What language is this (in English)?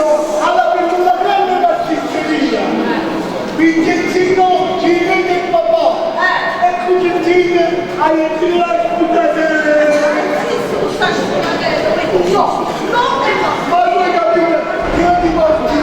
Neapolitan